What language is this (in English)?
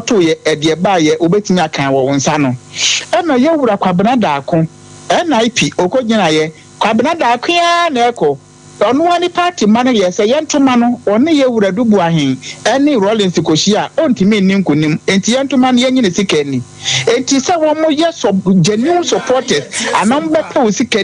Akan